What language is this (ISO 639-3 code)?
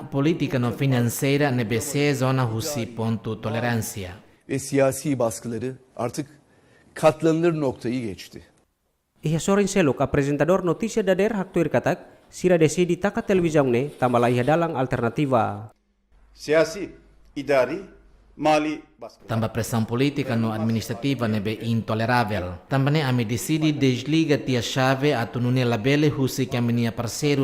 tet